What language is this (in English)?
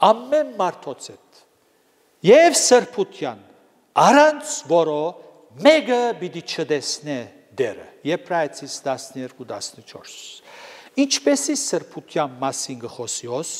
Armenian